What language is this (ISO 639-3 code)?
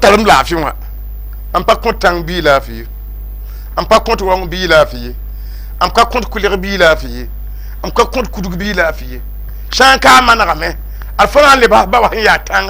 mos